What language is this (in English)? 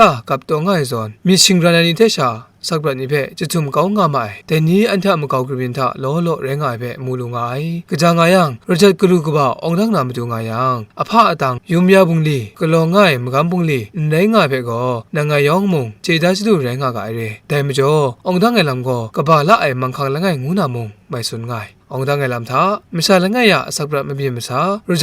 Kachin